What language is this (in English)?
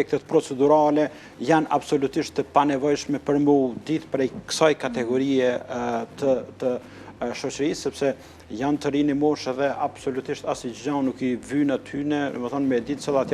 Albanian